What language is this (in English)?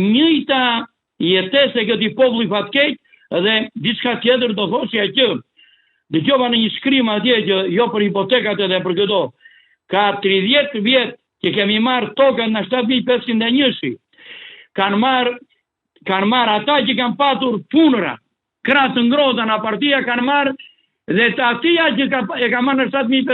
Albanian